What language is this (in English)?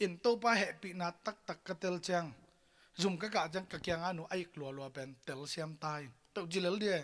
Tedim Chin